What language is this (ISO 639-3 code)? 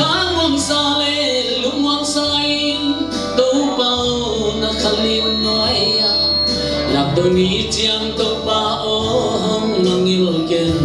ctd